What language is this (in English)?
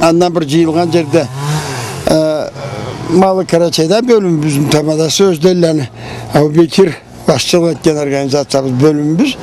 Karachay-Balkar